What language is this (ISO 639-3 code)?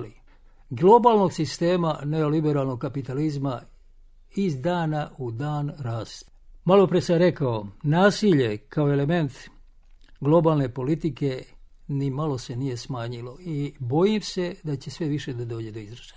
srp